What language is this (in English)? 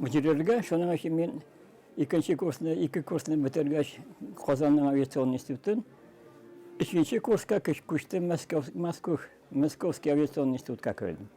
Tatar